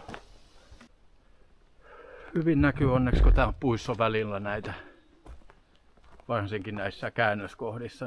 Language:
Finnish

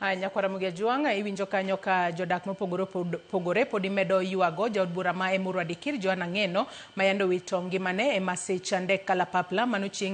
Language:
Luo (Kenya and Tanzania)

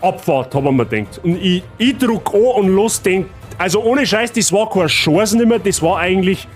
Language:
Bavarian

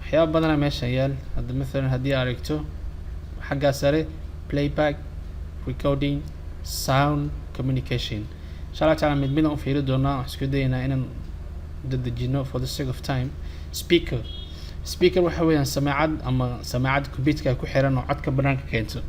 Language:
Somali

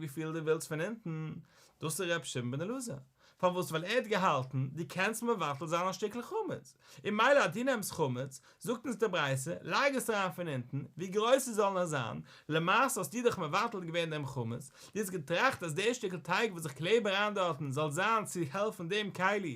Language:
Yiddish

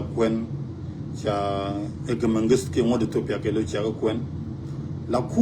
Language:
Nuer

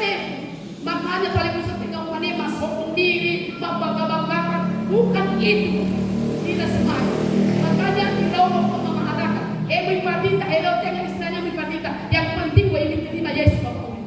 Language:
Nias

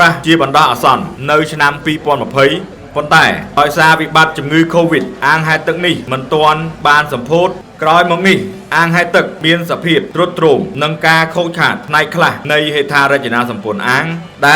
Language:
Khmer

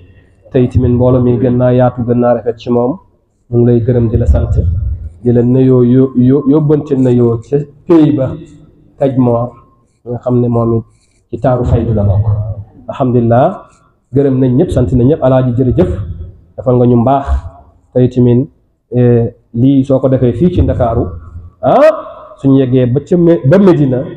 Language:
Wolof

